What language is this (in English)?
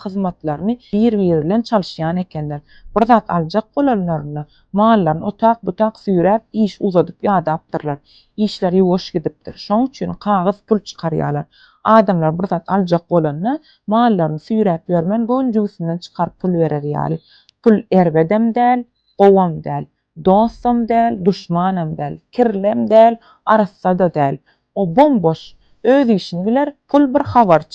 Turkmen